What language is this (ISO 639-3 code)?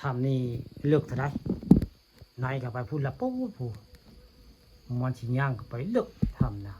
tts